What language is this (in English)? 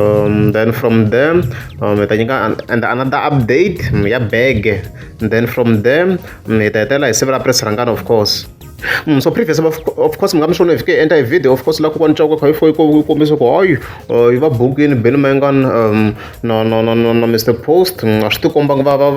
Tsonga